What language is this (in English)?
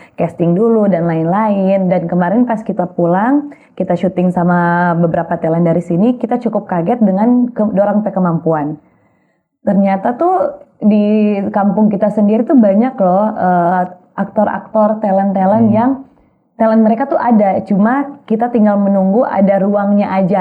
Manado Malay